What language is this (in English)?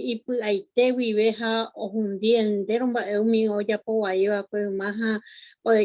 Guarani